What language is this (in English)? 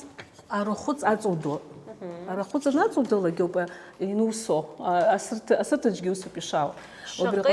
Abkhazian